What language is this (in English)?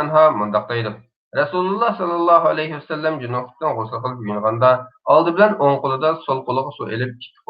Uyghur